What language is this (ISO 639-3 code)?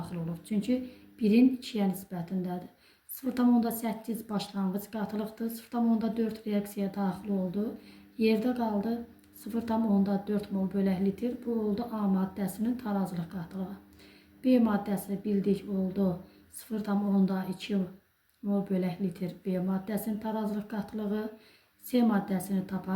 aze